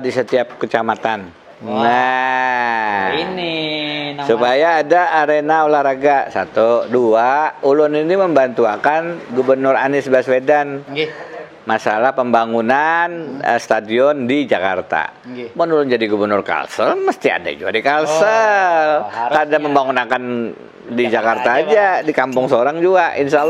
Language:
Banjar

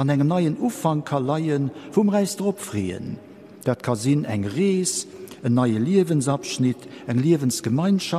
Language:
Luxembourgish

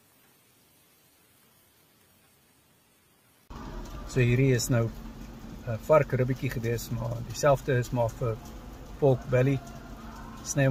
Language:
Afrikaans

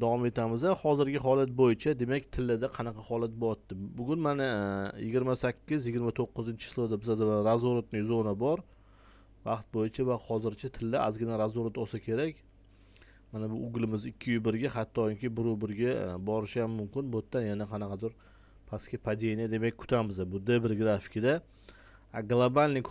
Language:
Uzbek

